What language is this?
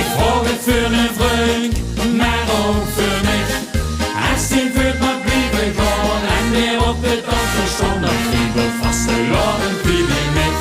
Limburgish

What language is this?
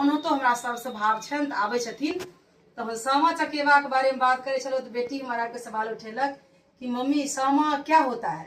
Maithili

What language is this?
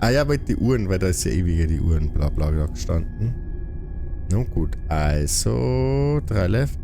Bavarian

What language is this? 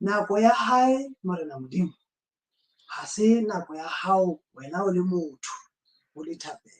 Southern Sotho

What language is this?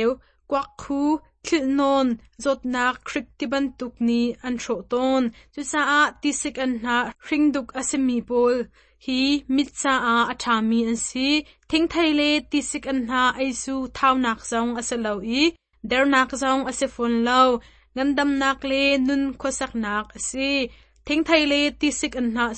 Hakha Chin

